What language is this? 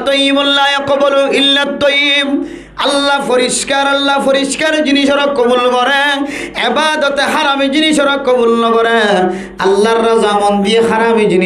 Rohingya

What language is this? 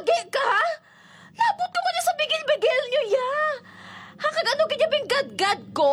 Hiligaynon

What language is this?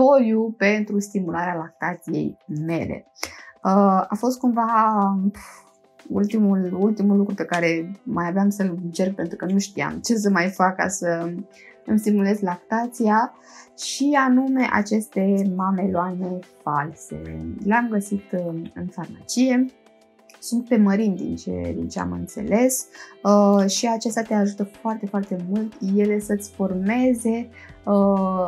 Romanian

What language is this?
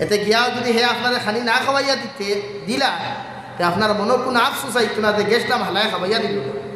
Sylheti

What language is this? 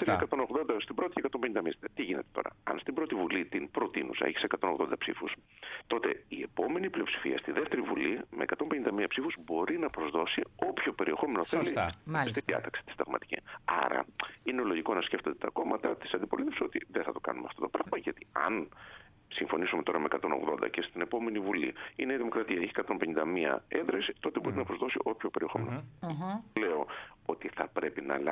Greek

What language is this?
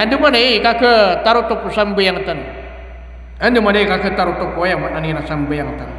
Maranao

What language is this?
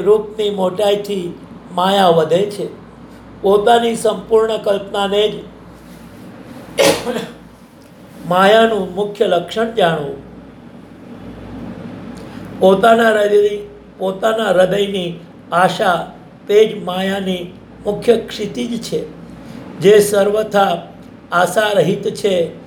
Gujarati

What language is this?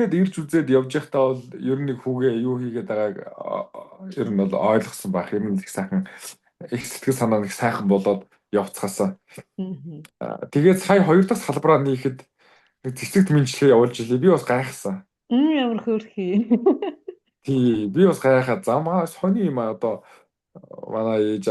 Mongolian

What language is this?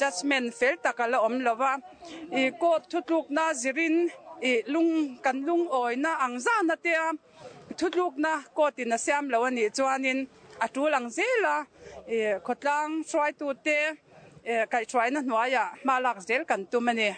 Mizo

